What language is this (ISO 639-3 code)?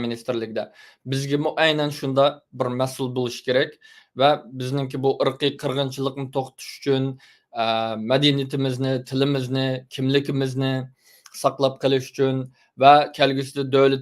uig